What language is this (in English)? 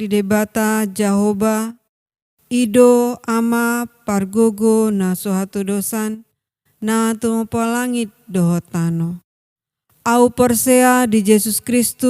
Batak Toba